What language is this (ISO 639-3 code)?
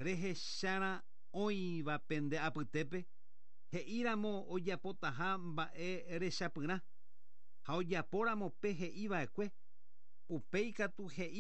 grn